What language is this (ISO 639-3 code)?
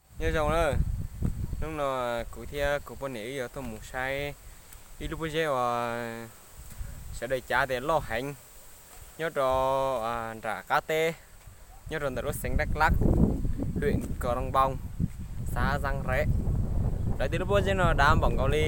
hmn